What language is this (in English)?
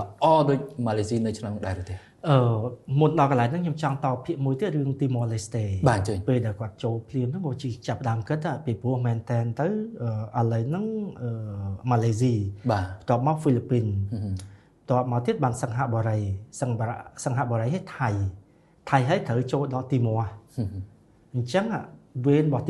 Khmer